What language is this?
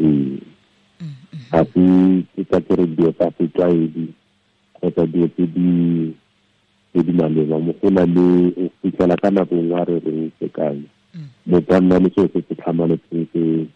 Tswana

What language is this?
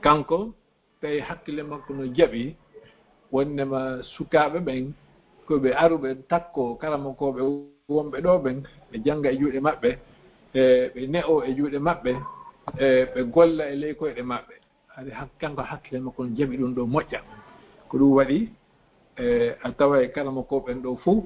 Fula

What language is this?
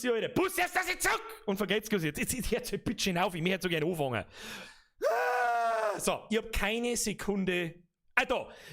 Bavarian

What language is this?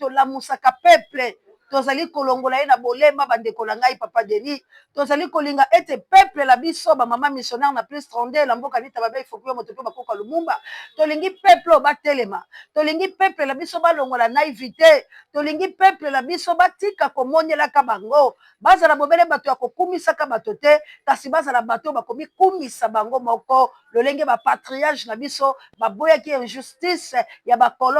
Lingala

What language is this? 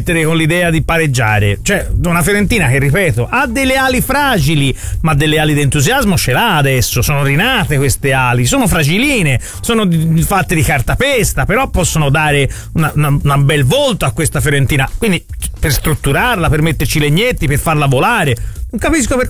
Italian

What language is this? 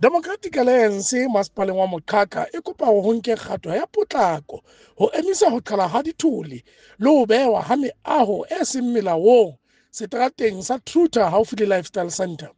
Southern Sotho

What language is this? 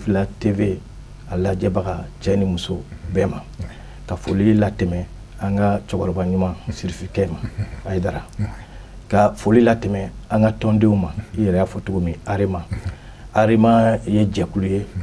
Bambara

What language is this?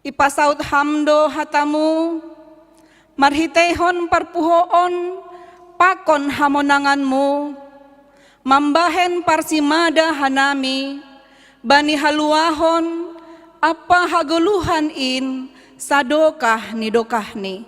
Batak Simalungun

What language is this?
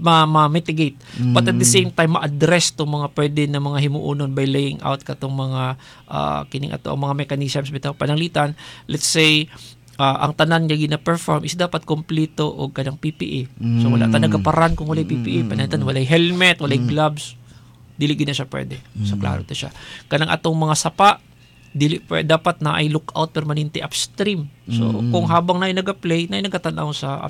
Cebuano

